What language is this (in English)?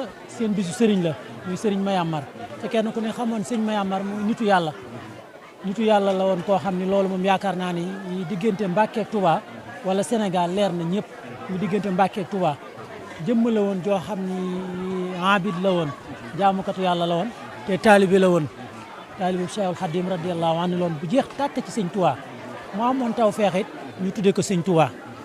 Wolof